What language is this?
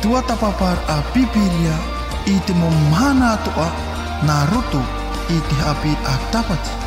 Tahitian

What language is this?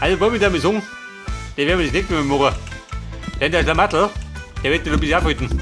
Bavarian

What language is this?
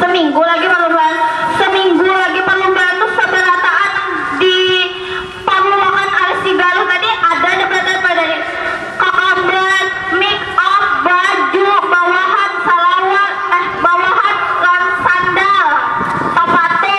Banjar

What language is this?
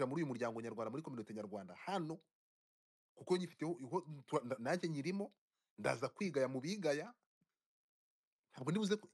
Kinyarwanda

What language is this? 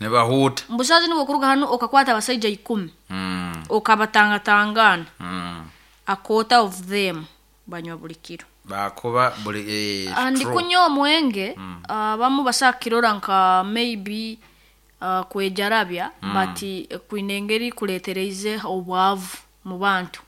Nyoro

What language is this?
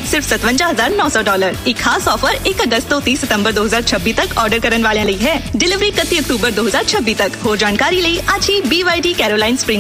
Punjabi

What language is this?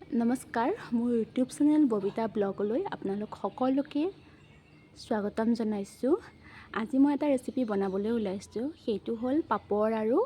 Assamese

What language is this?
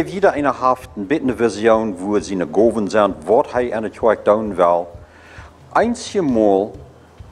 Plautdietsch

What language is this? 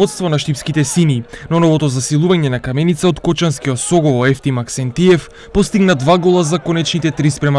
Macedonian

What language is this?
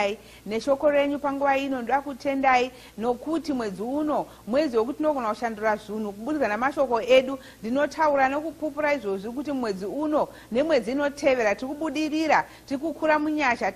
Shona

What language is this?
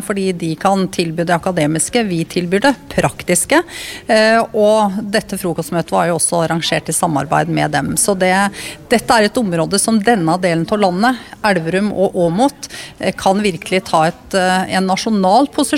Norwegian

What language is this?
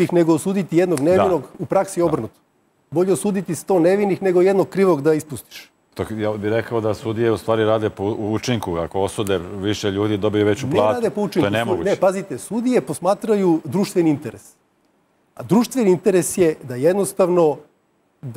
Serbian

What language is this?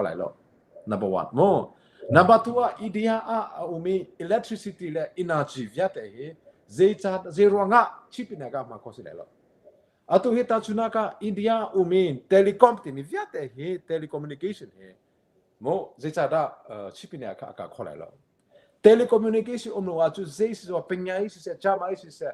Hakha Chin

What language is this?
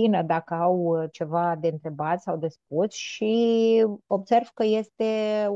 Romanian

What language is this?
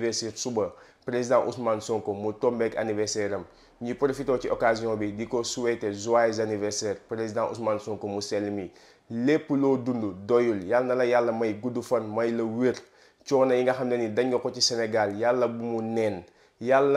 Wolof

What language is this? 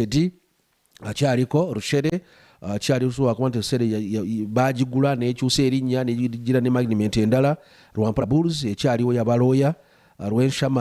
Nyankole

